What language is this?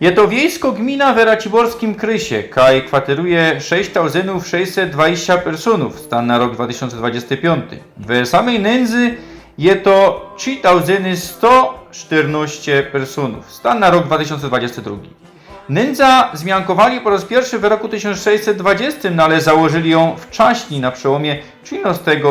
Silesian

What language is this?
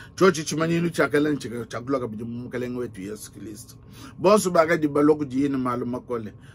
Luba-Lulua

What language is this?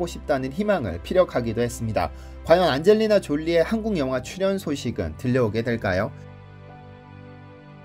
Korean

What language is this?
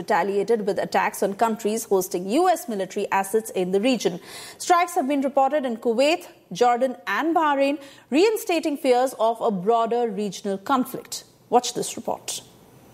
English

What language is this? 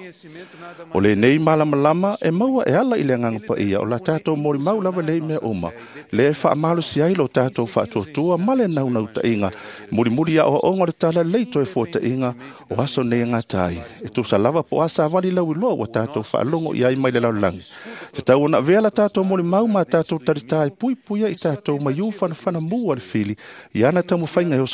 Samoan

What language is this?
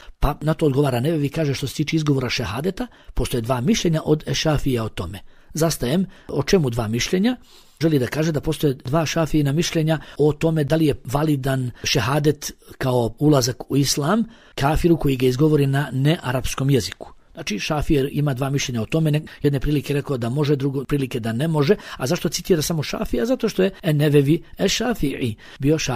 Bosnian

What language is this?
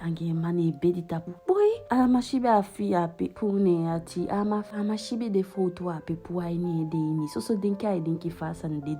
Eastern Maroon Creole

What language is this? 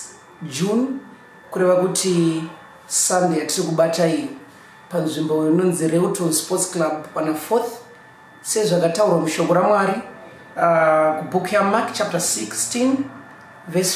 Shona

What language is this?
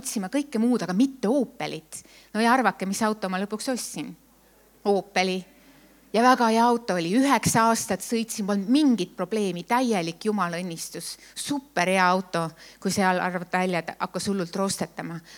Estonian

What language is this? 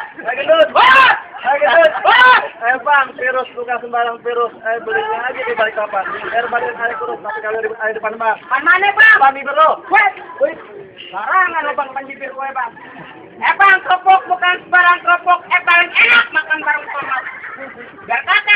Betawi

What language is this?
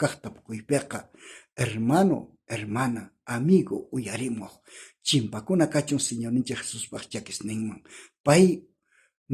South Bolivian Quechua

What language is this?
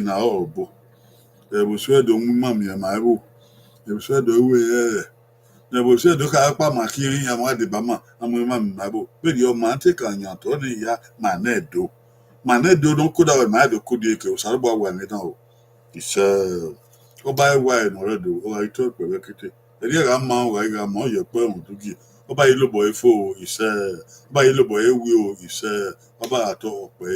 Bini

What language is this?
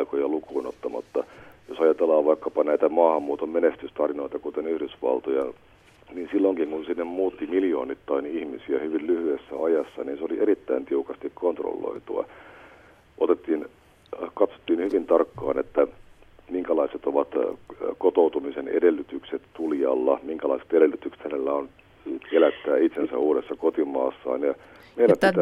Finnish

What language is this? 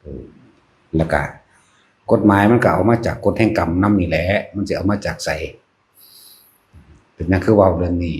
Northeastern Thai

